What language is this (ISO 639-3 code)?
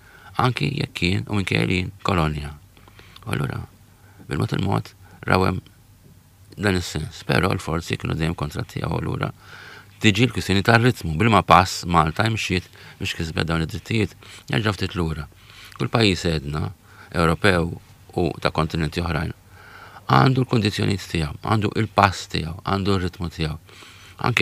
mlt